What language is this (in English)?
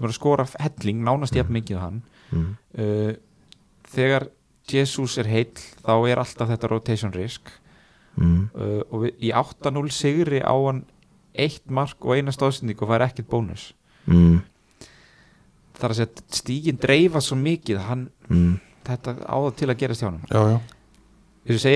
Icelandic